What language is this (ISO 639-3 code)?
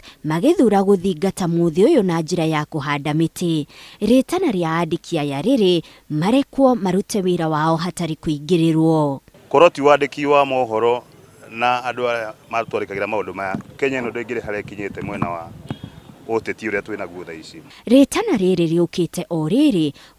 kik